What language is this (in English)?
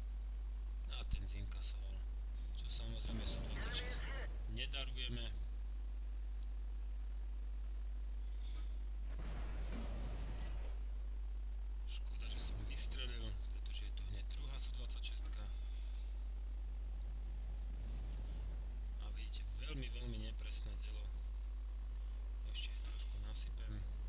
Slovak